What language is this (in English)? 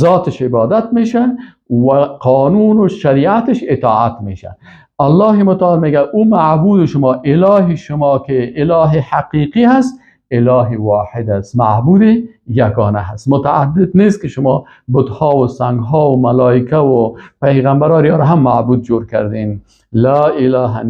Persian